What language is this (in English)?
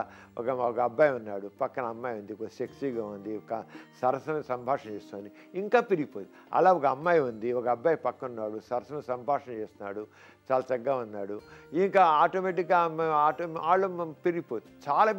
Telugu